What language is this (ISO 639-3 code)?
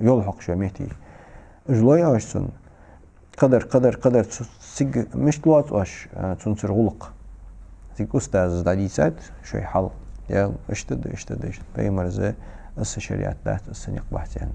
inh